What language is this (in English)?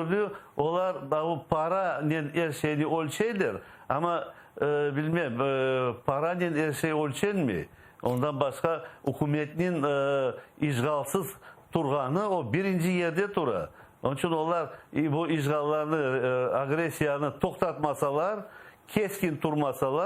Crimean Tatar